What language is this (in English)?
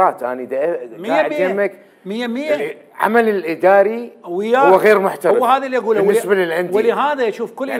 Mesopotamian Arabic